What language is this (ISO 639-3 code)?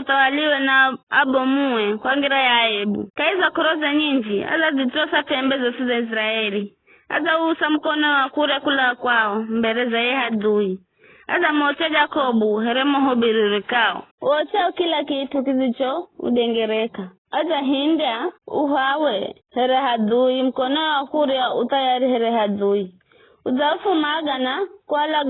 nyf